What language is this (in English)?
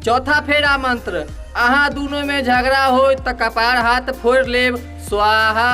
Maithili